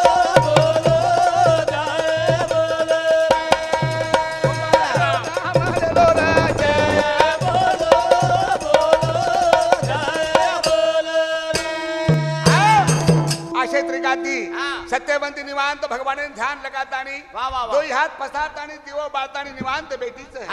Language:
Lambadi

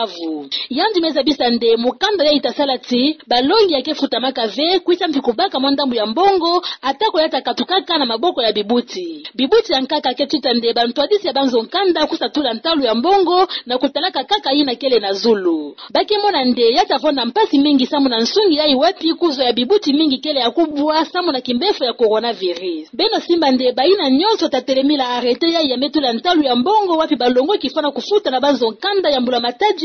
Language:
Kituba (Democratic Republic of Congo)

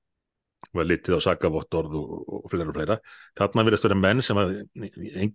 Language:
Icelandic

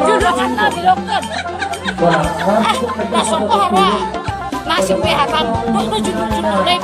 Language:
Batak Toba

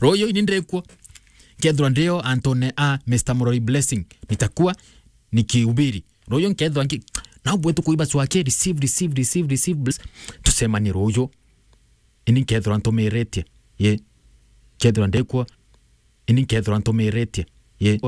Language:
Meru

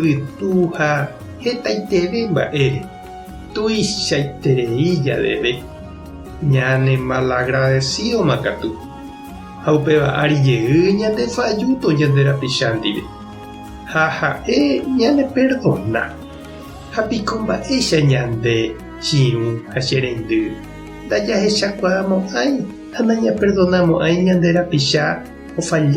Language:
Guarani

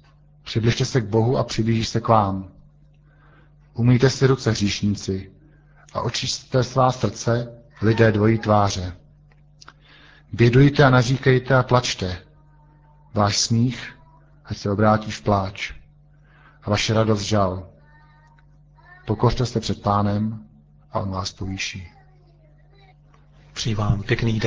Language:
Czech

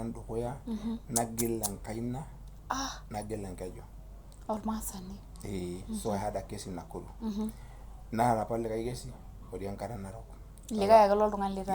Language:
Masai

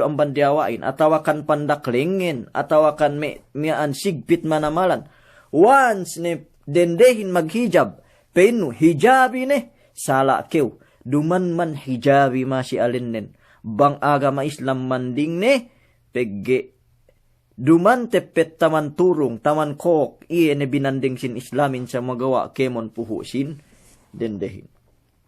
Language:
Yakan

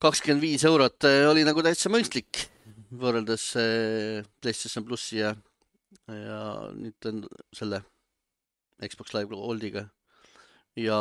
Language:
Estonian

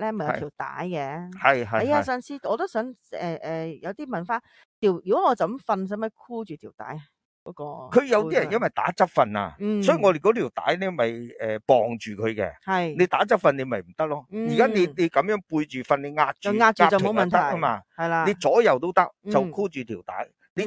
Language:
Cantonese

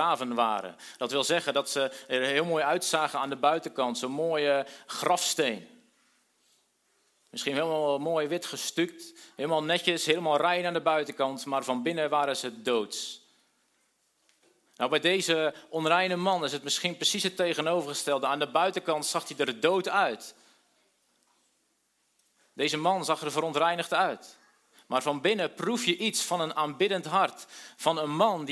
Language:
Dutch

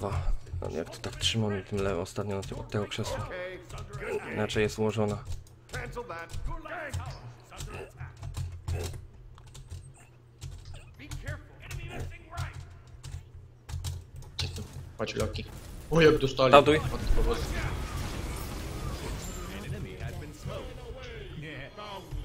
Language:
Polish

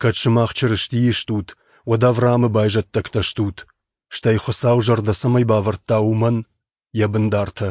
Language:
Ossetic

